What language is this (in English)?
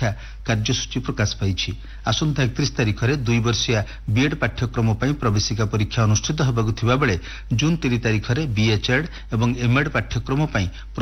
Odia